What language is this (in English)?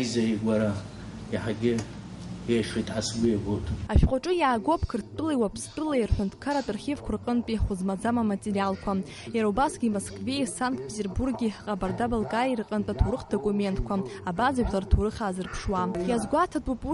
Abkhazian